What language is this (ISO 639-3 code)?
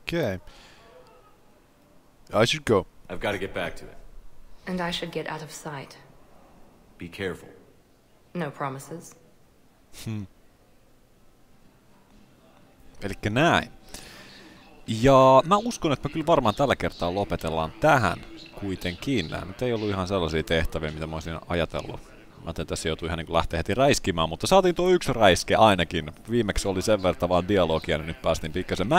fin